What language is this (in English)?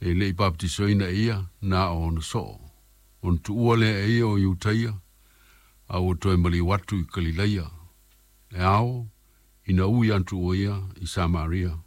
Samoan